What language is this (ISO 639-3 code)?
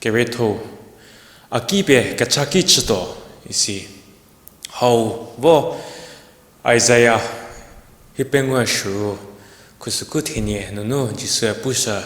njm